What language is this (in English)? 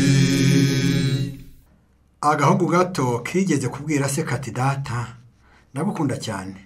Kinyarwanda